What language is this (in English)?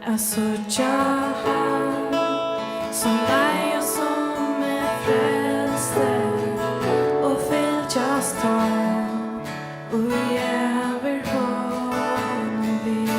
Faroese